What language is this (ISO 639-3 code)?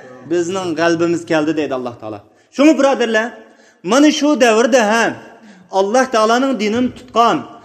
uig